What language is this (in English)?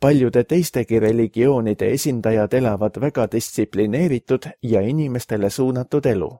Estonian